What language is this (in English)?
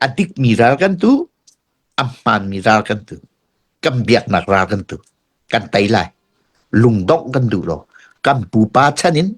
Hakha Chin